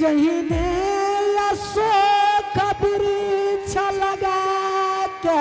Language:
Angika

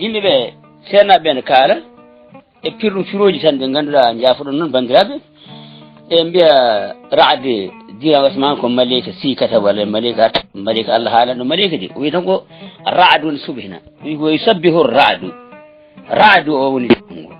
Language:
Fula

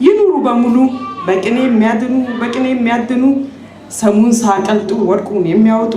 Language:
Amharic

